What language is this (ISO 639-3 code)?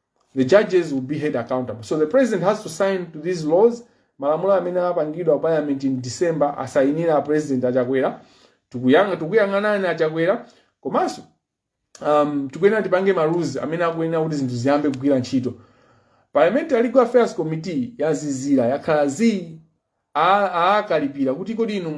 nya